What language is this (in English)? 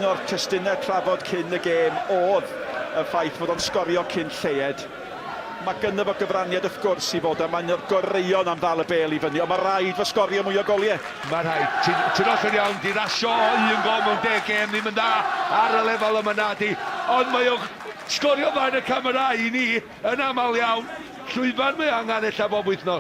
Welsh